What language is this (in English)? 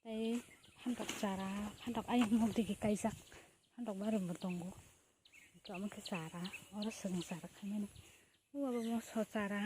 Kok Borok